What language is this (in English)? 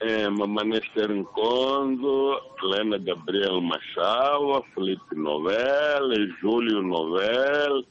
Tsonga